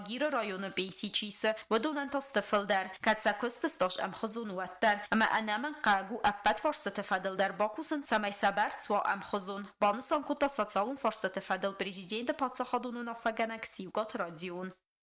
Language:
Ossetic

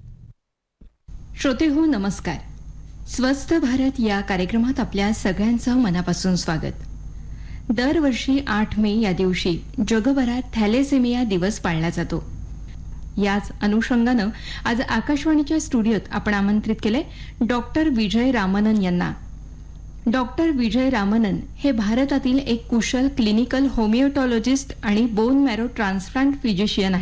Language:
Marathi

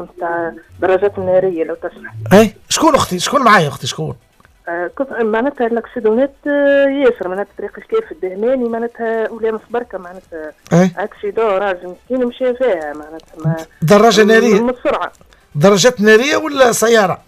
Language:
Tunisian Arabic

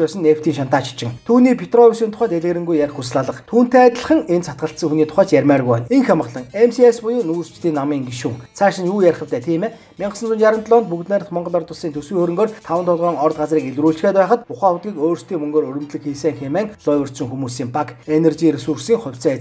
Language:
Mongolian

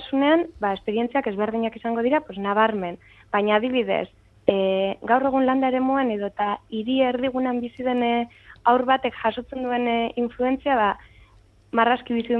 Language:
Basque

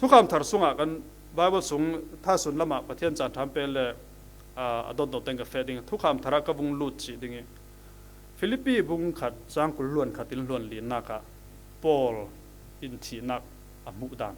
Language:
Falam Chin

